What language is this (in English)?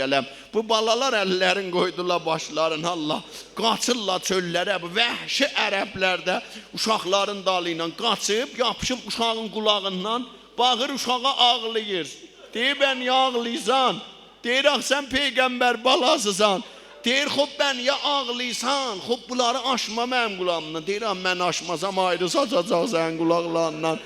South Azerbaijani